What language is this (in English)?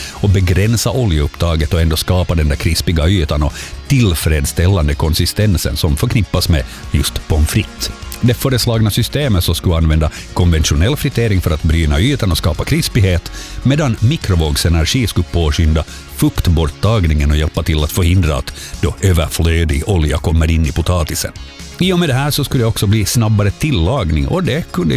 Swedish